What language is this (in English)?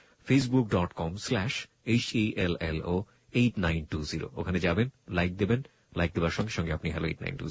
Bangla